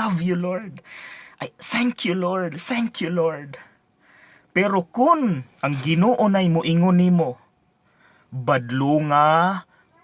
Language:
Cebuano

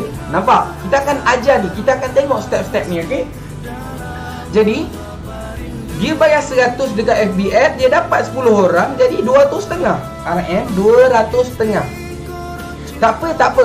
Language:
Malay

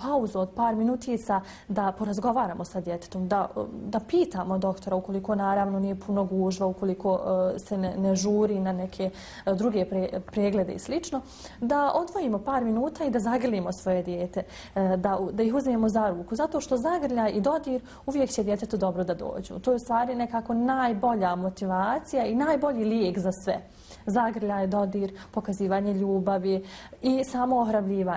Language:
Bosnian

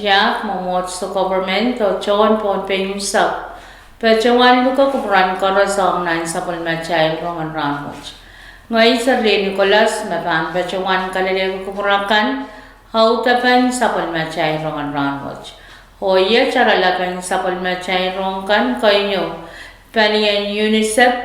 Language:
Pohnpeian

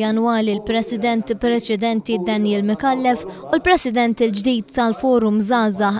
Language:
Maltese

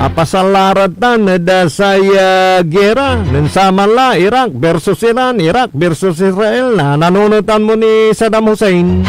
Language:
Pangasinan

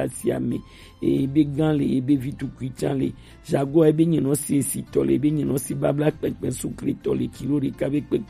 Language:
Gen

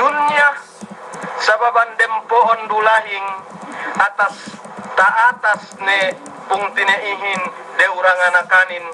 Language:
Yakan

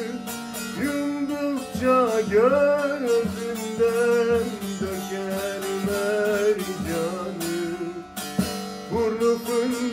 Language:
Turkish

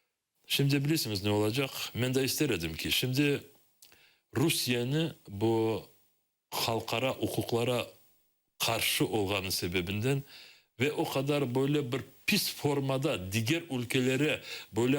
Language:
Crimean Tatar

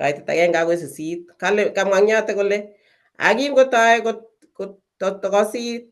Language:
Kalenjin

